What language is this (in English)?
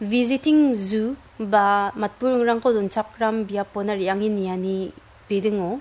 Garo